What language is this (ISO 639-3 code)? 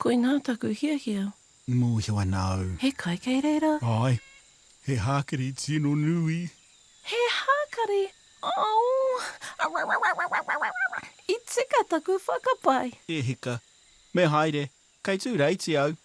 mri